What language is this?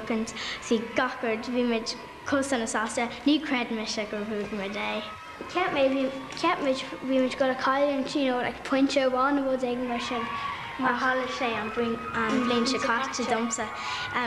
Irish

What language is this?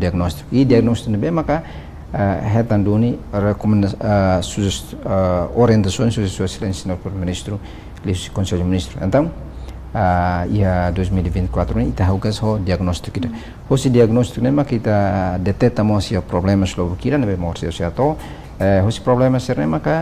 Tetum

